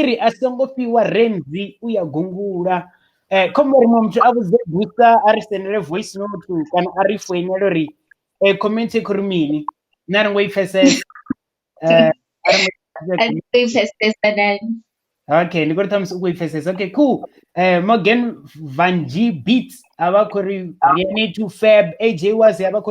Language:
Venda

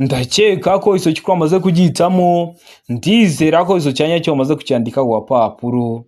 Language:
Kinyarwanda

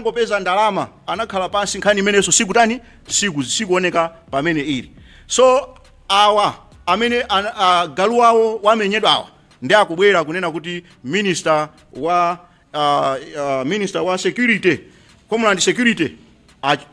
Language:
Nyanja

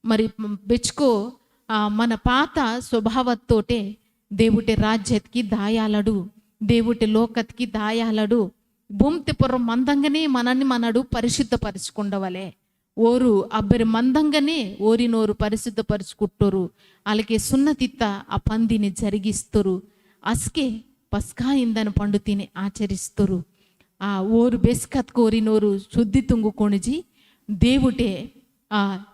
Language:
Koya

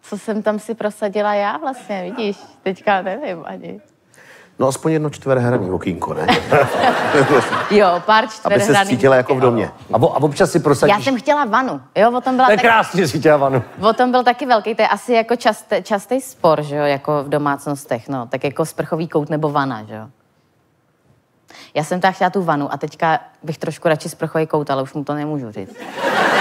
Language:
Czech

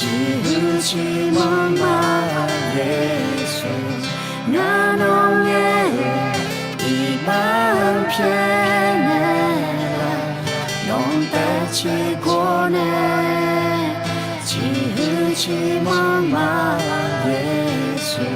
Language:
Akha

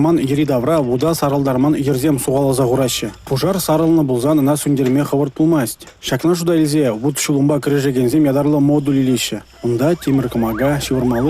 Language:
Chuvash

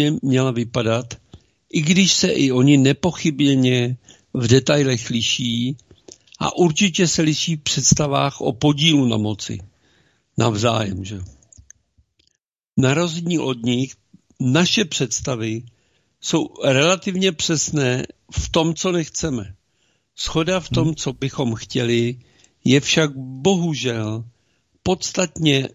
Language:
Czech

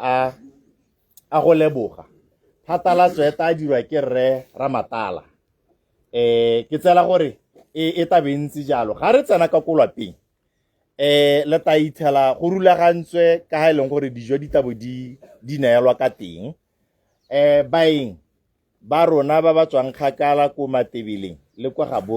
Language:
Tswana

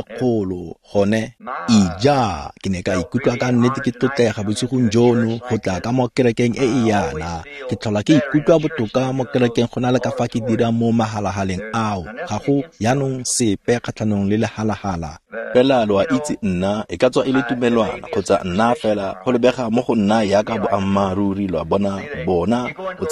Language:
Tswana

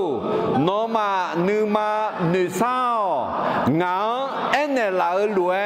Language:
Akha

